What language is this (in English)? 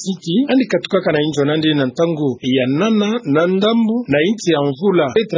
Kituba (Democratic Republic of Congo)